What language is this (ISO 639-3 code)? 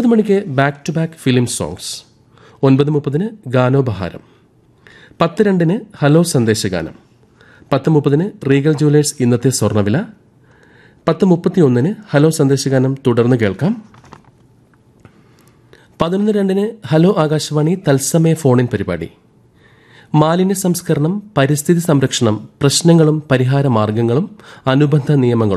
mal